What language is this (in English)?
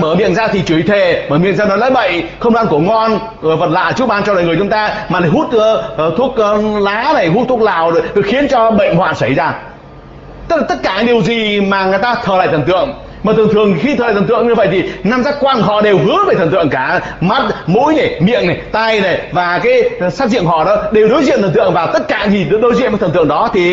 Vietnamese